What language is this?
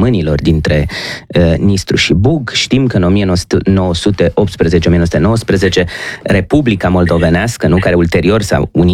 Romanian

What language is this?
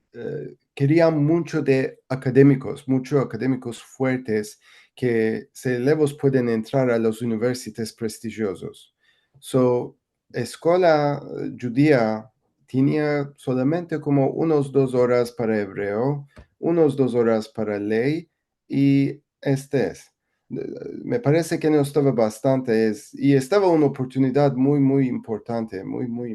Ladino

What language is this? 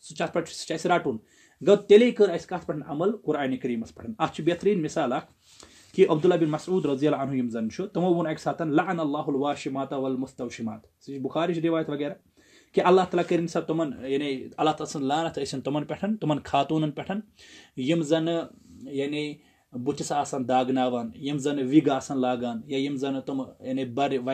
Kashmiri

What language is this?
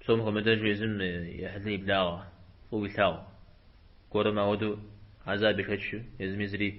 Kabardian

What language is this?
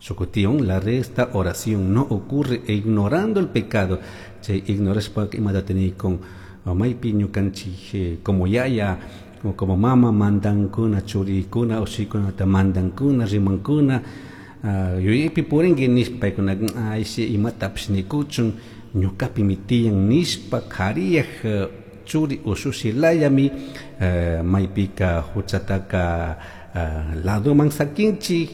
Chimborazo Highland Quichua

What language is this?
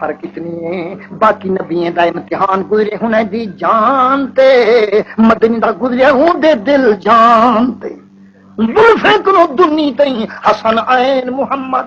Saraiki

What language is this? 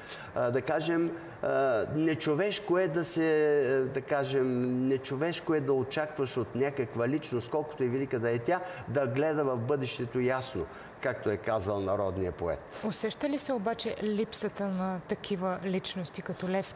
Bulgarian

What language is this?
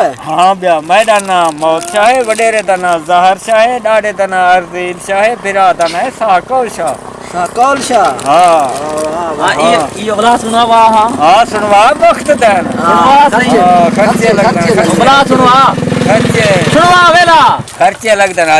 Saraiki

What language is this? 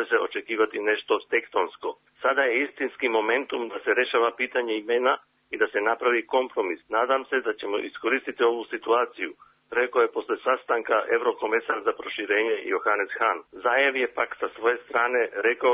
Serbian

